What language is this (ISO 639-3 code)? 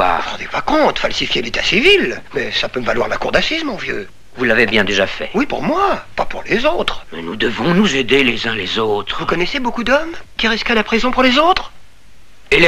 fra